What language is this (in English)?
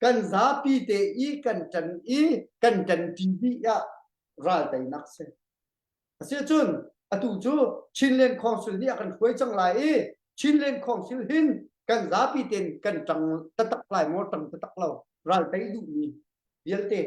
Hakha Chin